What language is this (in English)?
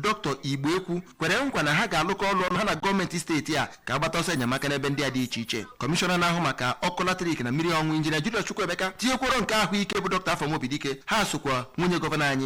Igbo